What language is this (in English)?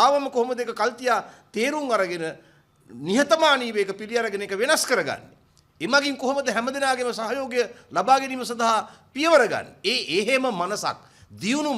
Sinhala